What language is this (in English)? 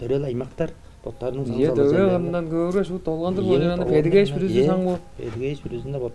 Tuvinian